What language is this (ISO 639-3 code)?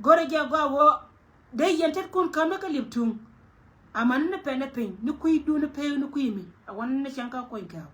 nus